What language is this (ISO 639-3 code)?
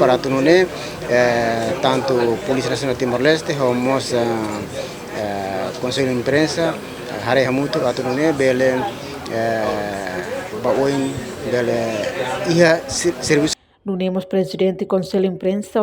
tet